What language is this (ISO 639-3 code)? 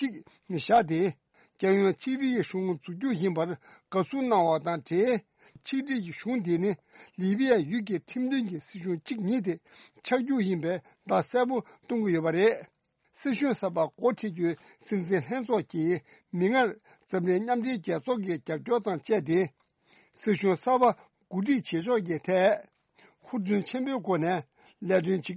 bod